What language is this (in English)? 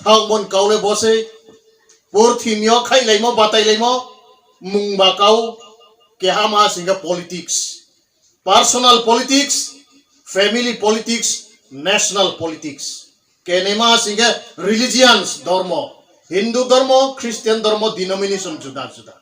Riang (India)